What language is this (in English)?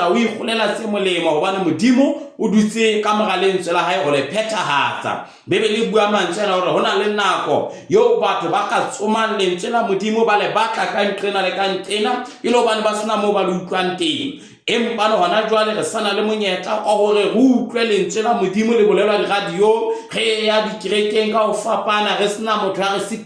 Southern Sotho